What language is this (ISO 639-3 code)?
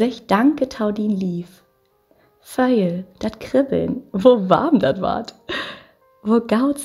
nds